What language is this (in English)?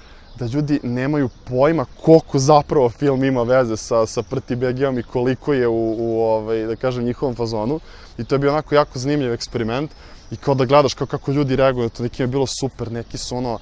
Serbian